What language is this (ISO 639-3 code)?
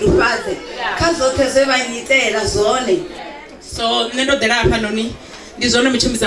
ven